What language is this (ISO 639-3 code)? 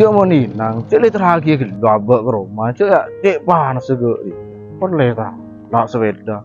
mad